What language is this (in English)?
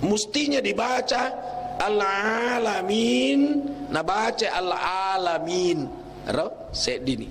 Buginese